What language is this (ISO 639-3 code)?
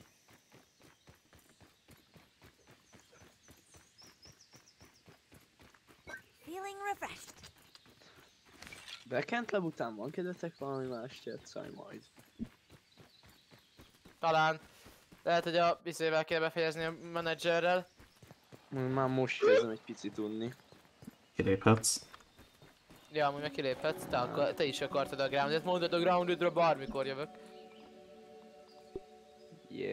hun